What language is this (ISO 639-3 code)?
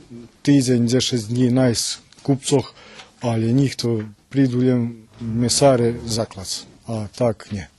rue